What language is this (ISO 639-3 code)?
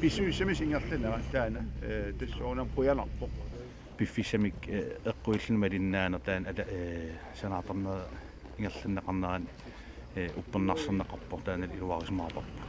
kal